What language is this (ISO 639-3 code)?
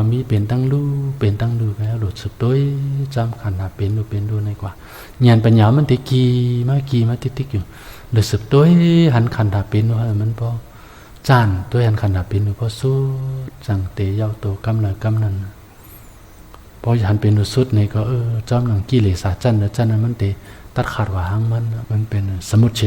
shn